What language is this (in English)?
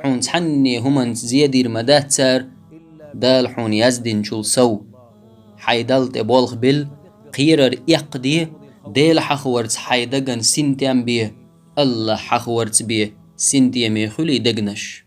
Chechen